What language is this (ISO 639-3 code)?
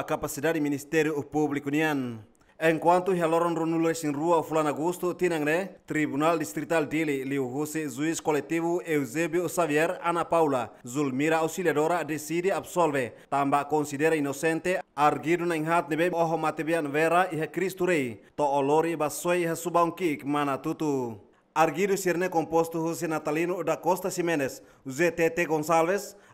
tet